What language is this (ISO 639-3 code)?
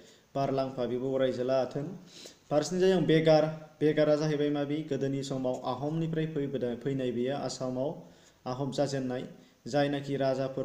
brx